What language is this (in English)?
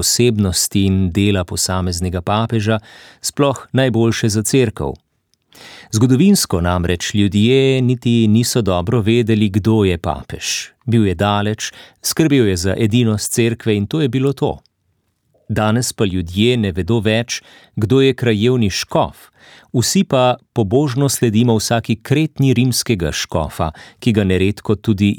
Slovenian